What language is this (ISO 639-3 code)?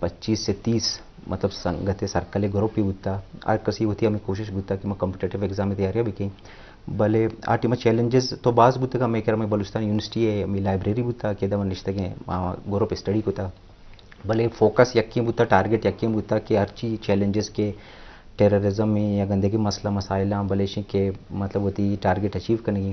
bgp